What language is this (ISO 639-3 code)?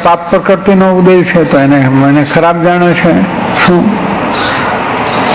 guj